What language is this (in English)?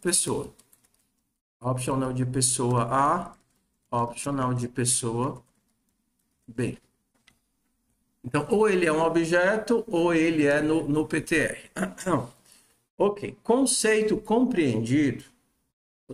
Portuguese